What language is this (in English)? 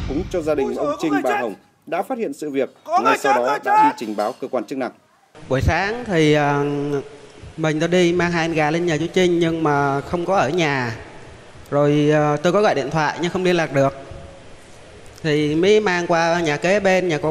Vietnamese